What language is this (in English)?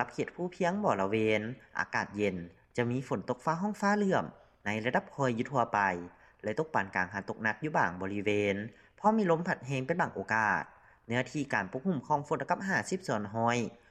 Lao